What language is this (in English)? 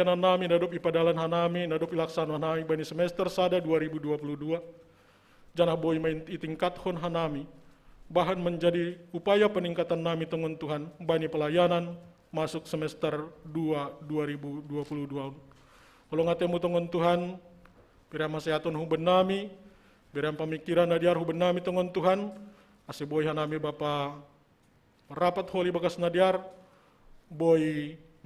Batak Simalungun